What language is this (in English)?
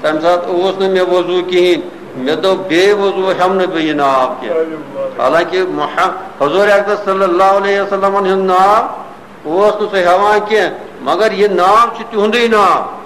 Kashmiri